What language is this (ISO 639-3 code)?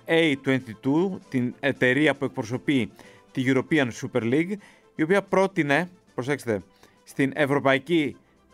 ell